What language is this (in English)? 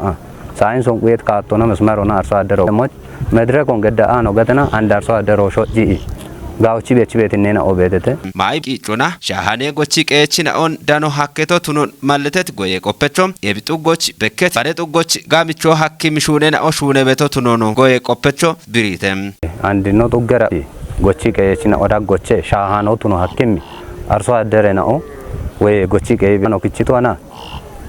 Kafa